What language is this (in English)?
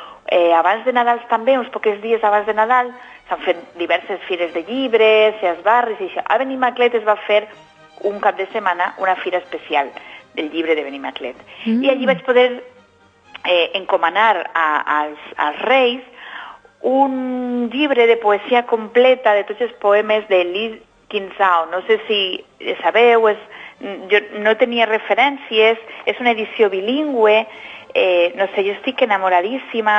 Catalan